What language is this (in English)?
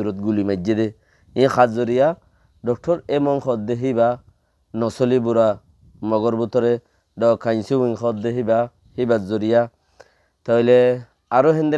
Rohingya